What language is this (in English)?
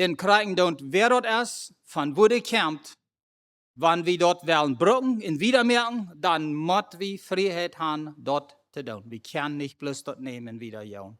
Plautdietsch